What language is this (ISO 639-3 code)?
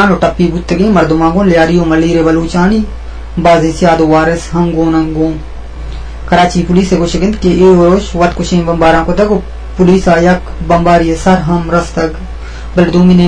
bgp